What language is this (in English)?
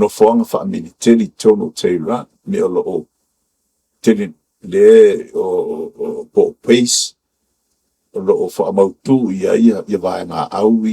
Samoan